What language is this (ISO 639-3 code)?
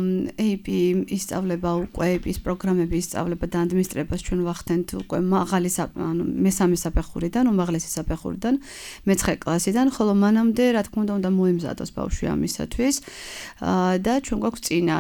kat